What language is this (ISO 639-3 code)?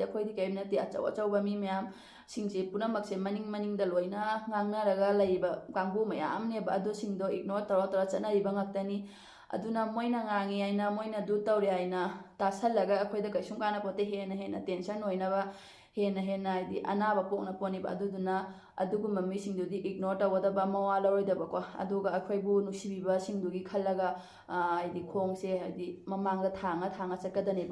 mni